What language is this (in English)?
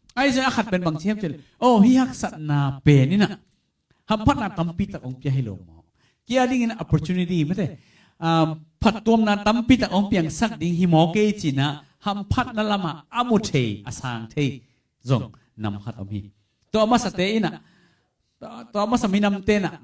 Tedim Chin